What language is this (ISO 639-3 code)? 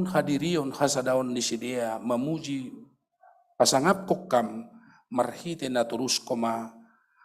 bts